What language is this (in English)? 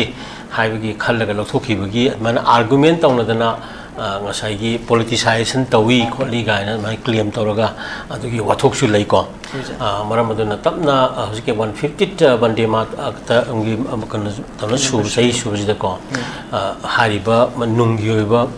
Manipuri